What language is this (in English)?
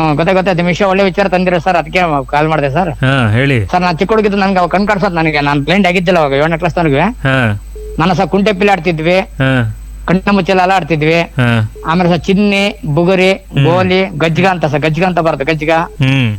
Kannada